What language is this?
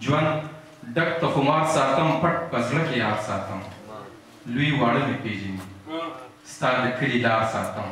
Pashto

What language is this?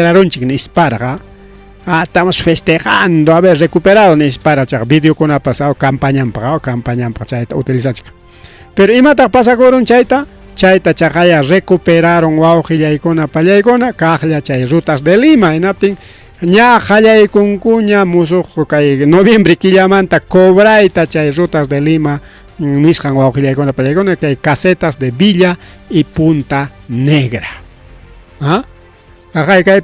Ayacucho Quechua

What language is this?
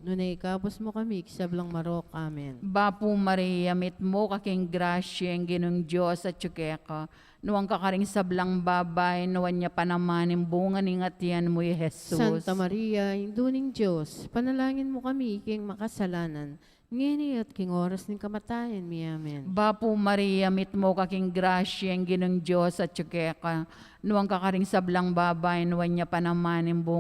Pampanga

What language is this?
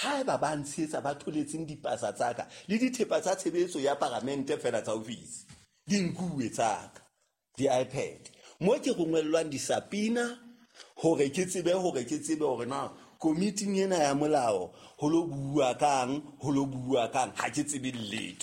Southern Sotho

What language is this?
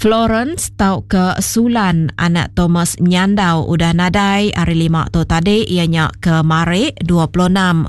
Iban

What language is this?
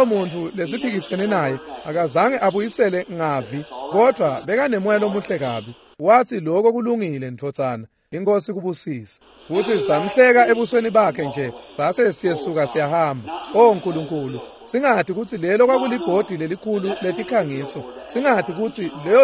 Swati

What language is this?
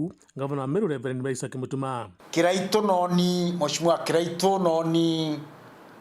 Meru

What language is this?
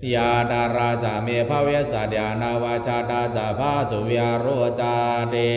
Pali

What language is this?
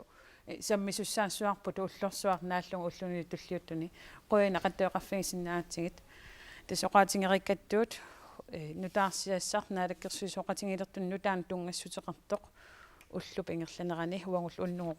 Kalaallisut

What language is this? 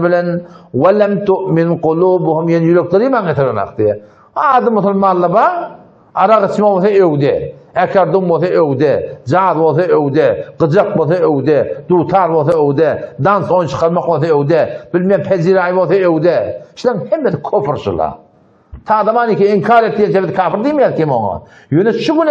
Turkmen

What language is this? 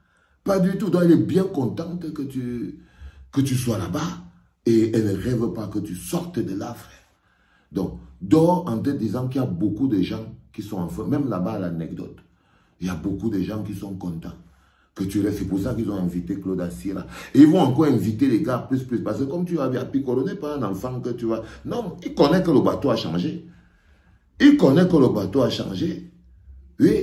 French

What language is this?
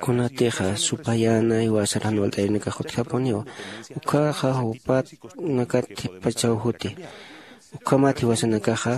Aymara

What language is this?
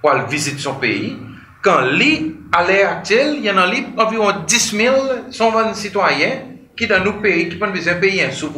Seselwa Creole French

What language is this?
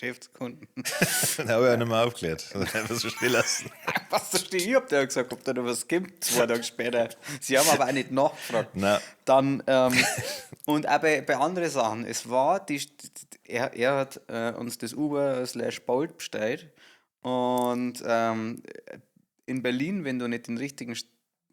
Bavarian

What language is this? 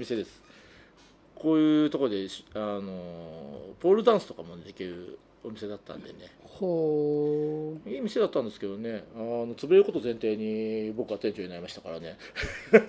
Japanese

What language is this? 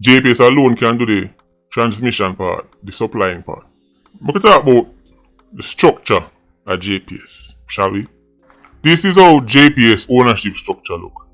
Jamaican Creole English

